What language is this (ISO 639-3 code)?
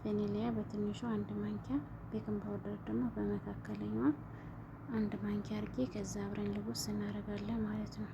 amh